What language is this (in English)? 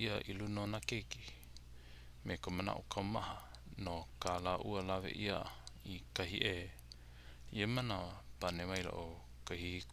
Hawaiian